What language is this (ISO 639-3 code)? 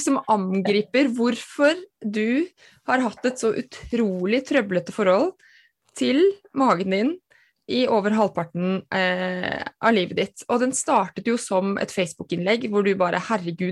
nor